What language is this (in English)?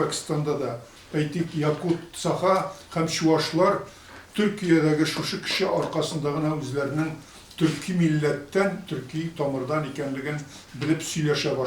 Tatar